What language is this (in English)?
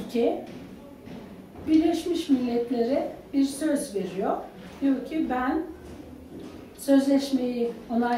Turkish